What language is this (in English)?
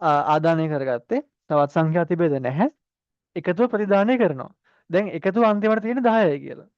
Sinhala